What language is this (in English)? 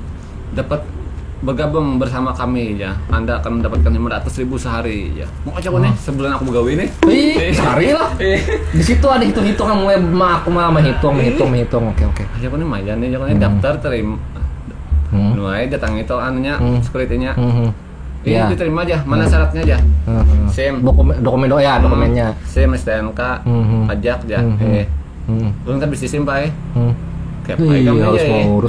Banjar